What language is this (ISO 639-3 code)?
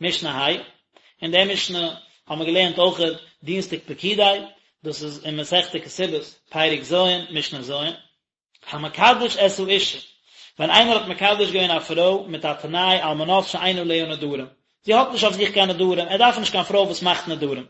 yid